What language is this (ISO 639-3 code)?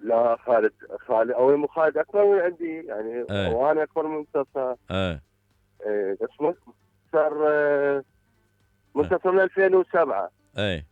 acm